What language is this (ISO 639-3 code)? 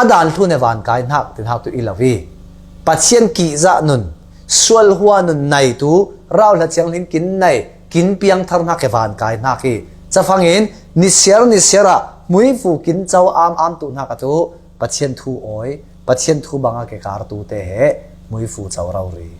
cfm